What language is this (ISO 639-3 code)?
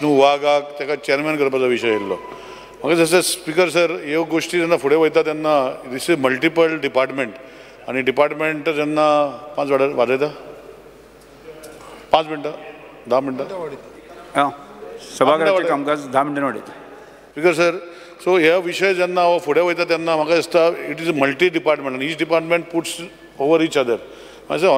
kok